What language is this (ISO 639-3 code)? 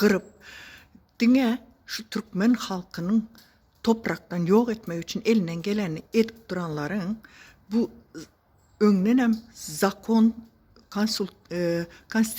tuk